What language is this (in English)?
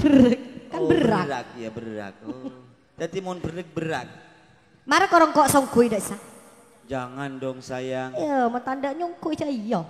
Madurese